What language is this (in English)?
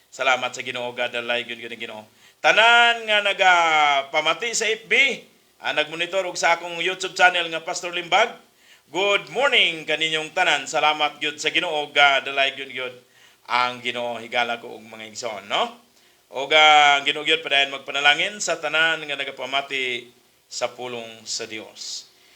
Cebuano